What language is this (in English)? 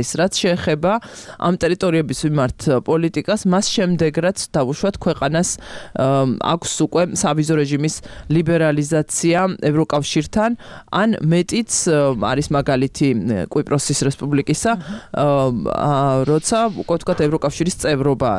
Georgian